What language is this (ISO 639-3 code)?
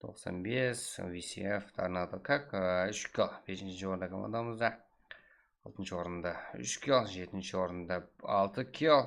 kaa